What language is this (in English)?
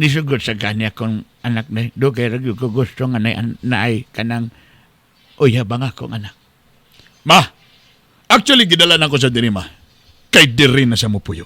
Cebuano